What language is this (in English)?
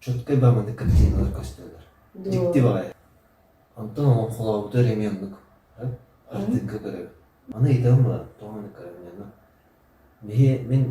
Yakut